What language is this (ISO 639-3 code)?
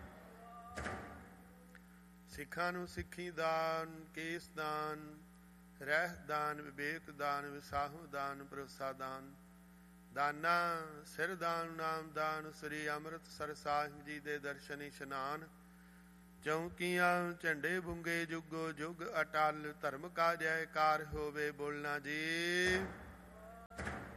pan